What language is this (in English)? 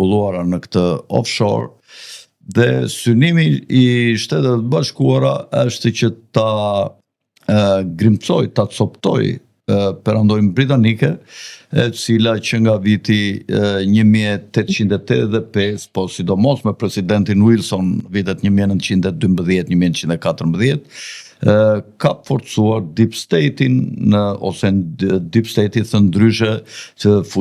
Albanian